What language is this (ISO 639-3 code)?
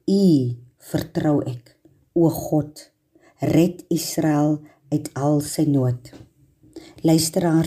afr